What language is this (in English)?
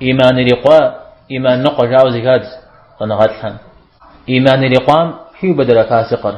Kabardian